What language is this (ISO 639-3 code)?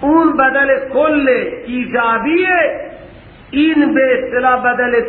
fas